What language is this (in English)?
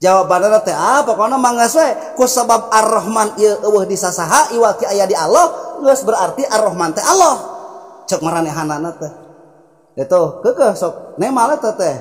Sundanese